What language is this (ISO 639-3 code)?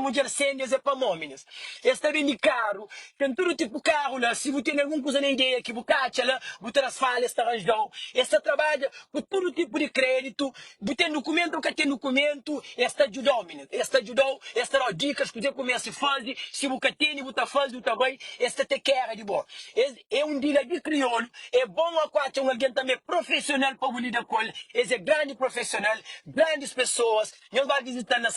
kea